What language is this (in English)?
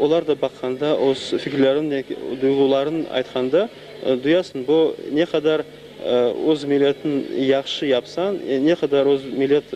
Crimean Tatar